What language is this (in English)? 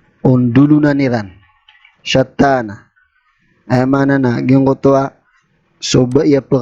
Maranao